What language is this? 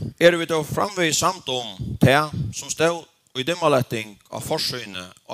Faroese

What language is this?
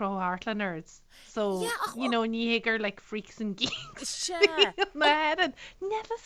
Irish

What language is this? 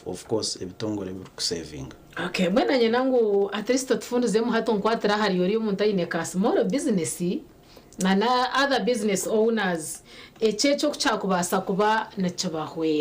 Nyankole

